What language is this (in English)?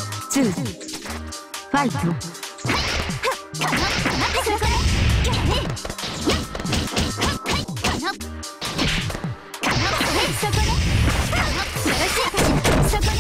Japanese